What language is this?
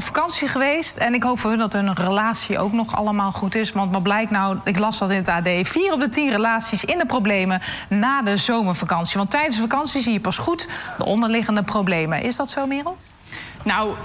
Dutch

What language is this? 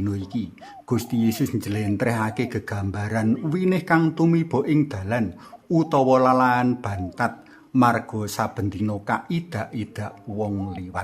Javanese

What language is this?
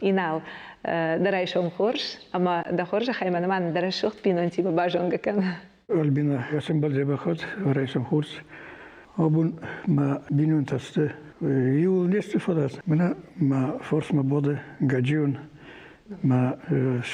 Ossetic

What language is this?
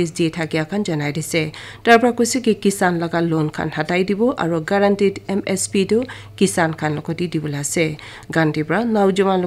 Naga Pidgin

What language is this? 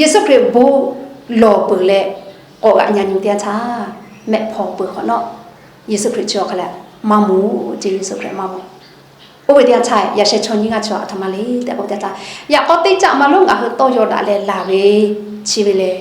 Lahu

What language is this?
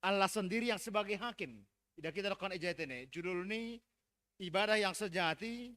Batak Simalungun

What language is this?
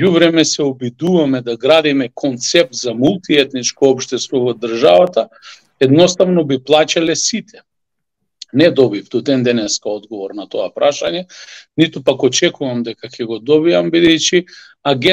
Macedonian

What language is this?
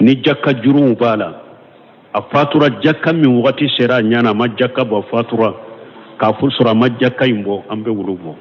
Bambara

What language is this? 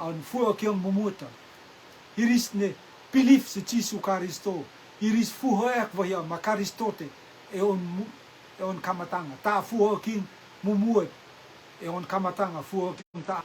Rotuman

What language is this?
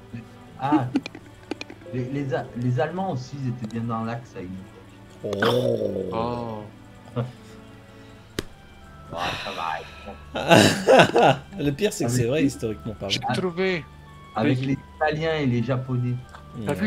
French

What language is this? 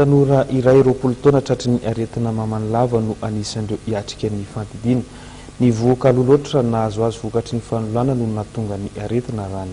Malagasy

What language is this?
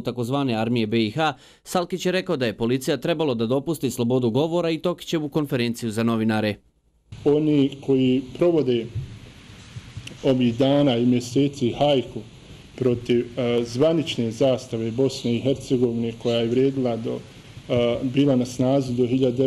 Bosnian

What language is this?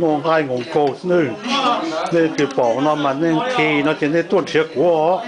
Hmong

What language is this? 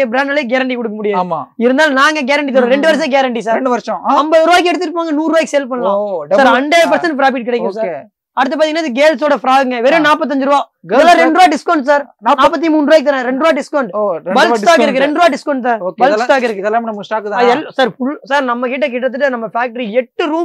Tamil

